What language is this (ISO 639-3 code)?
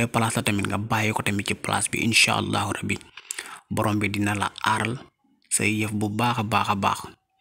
wol